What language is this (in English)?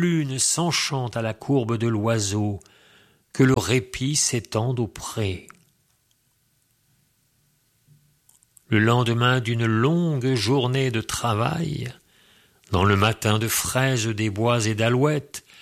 French